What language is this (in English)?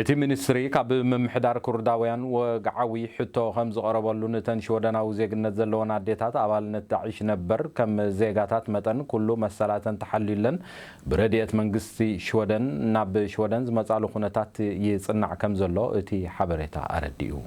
Tigrinya